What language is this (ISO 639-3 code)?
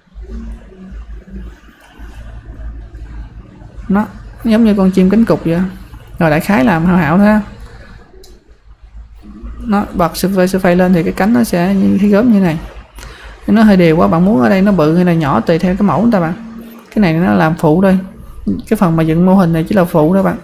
vie